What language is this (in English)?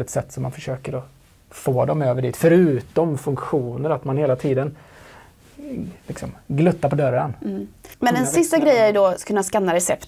Swedish